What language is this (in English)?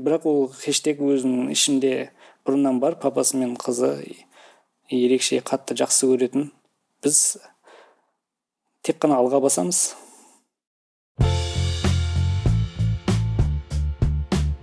Kazakh